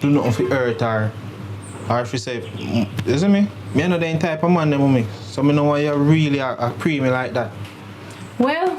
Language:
Jamaican Creole English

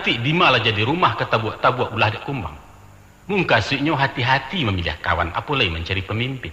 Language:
Minangkabau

